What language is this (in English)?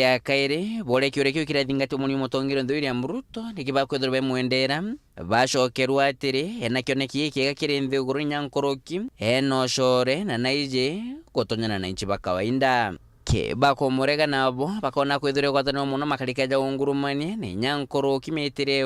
Meru